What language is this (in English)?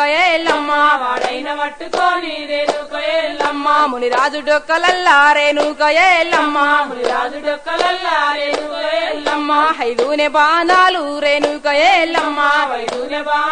Telugu